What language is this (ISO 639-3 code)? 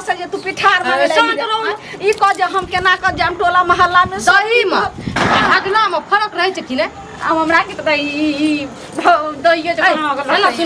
mai